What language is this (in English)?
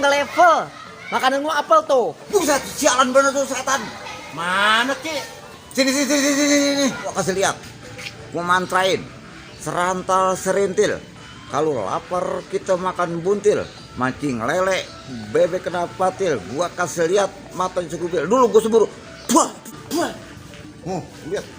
Betawi